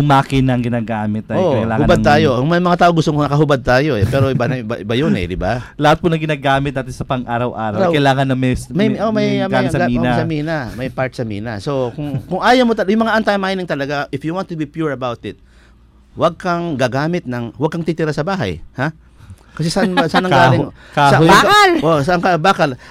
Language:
Filipino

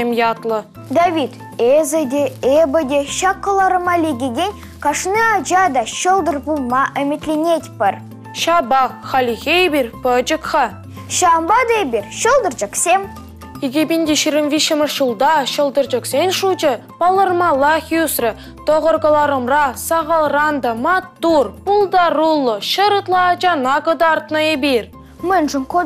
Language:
Chuvash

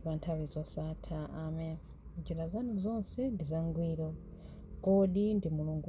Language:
Nyanja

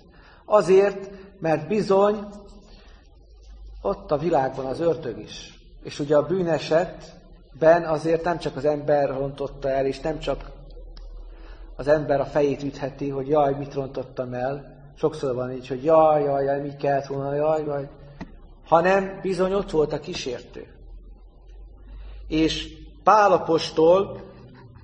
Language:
Hungarian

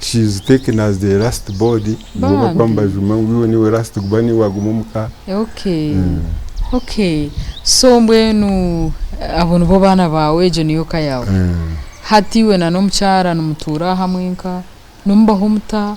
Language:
Nyankole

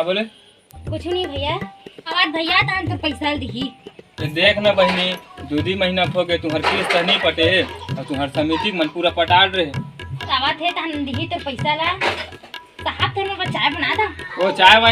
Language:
Chhattisgarhi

